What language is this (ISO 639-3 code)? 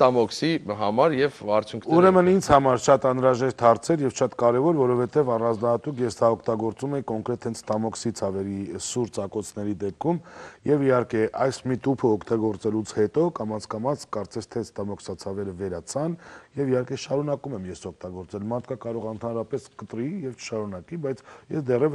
hye